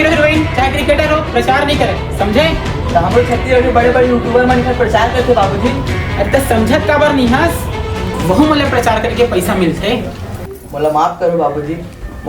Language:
Chhattisgarhi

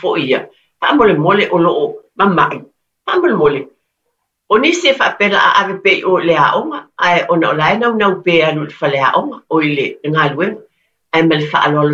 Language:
Samoan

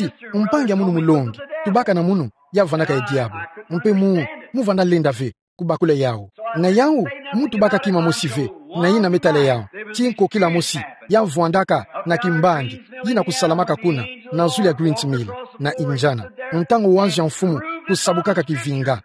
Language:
Kituba (Democratic Republic of Congo)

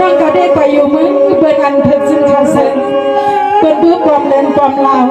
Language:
Shan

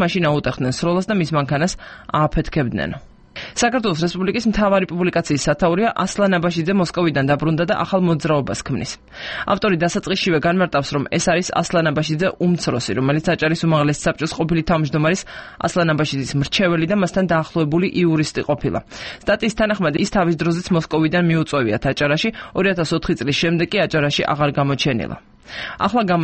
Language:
Georgian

